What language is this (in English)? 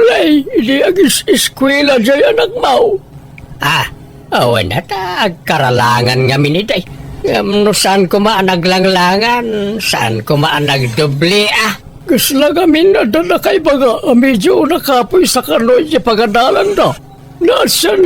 Iloko